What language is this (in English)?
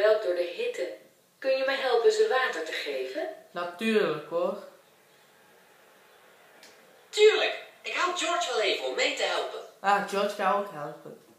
Dutch